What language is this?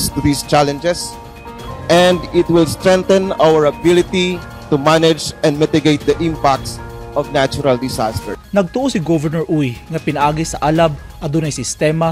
Cebuano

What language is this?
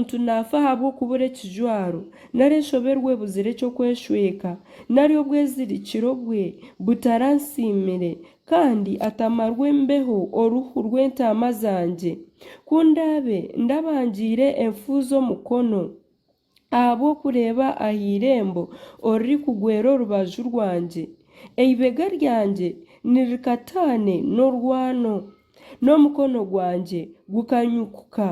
Nyankole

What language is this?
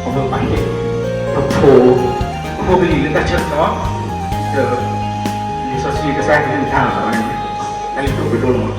S'gaw Karen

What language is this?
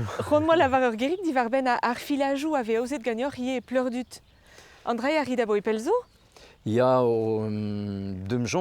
Breton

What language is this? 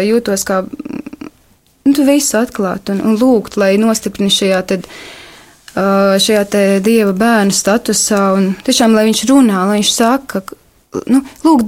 Latvian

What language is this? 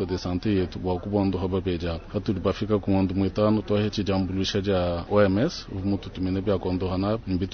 Luba-Lulua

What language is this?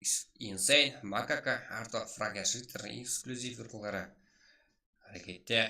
Kara-Kalpak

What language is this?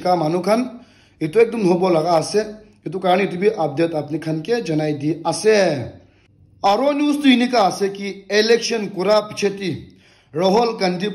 Naga Pidgin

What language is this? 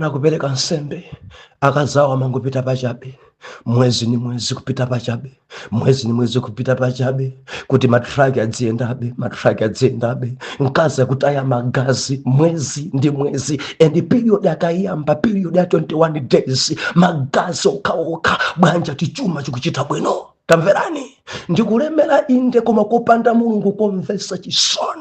Nyanja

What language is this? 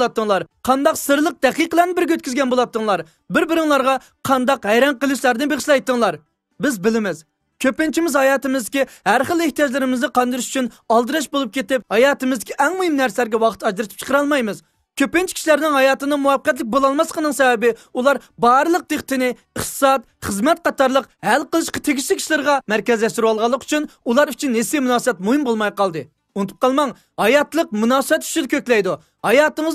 Uyghur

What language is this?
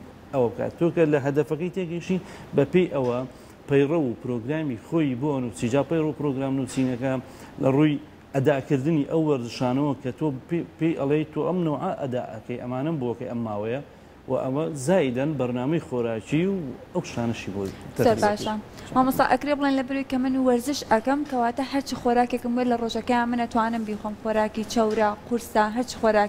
Central Kurdish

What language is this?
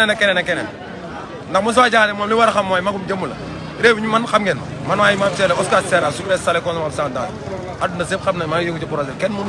Wolof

